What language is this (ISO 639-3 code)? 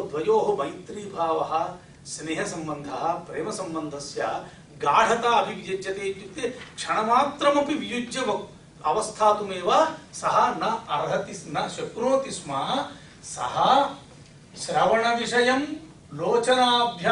san